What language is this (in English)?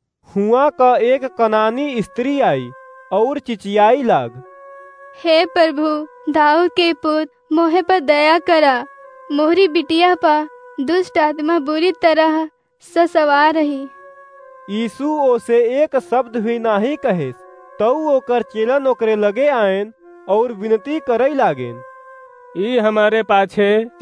Awadhi